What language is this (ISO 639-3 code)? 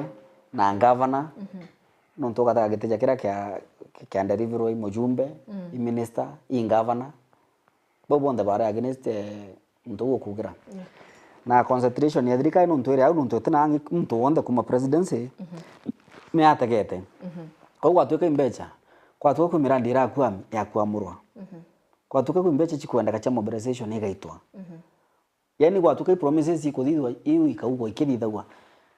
mer